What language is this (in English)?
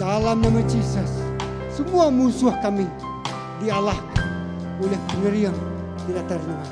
Iban